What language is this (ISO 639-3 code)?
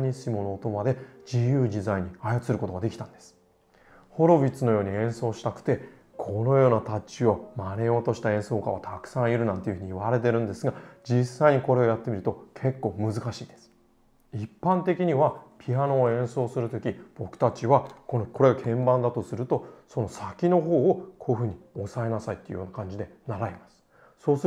jpn